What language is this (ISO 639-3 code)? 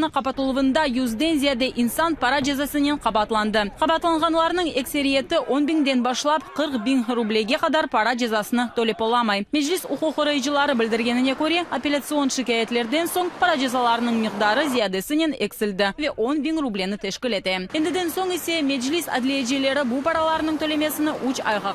crh